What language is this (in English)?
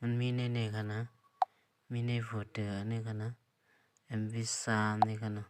Shan